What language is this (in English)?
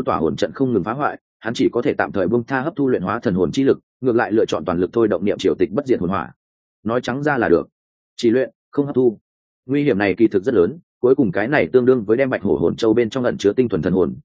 Vietnamese